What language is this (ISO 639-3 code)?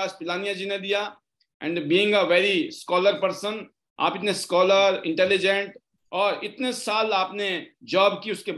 hin